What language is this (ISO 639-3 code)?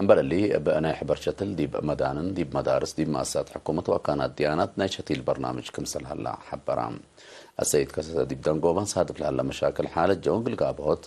tig